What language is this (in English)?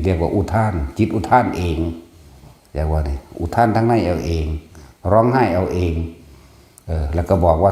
Northeastern Thai